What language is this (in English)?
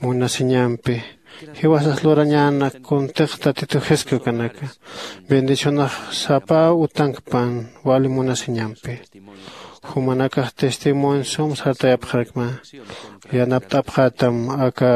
Aymara